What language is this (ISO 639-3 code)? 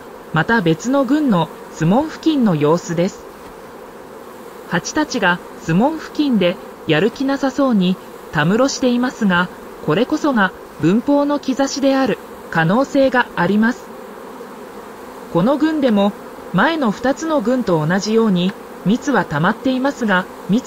jpn